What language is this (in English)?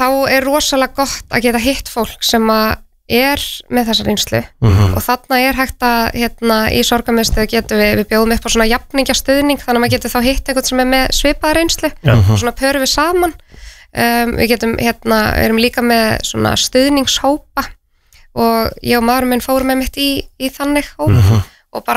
Icelandic